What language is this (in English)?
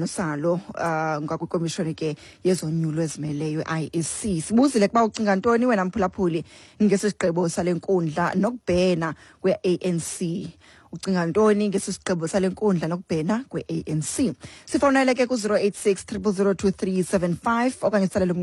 Xhosa